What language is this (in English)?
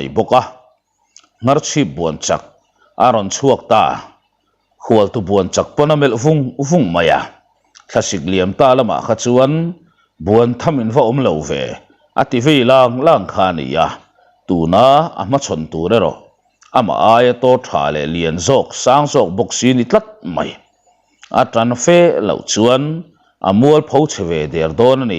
Mizo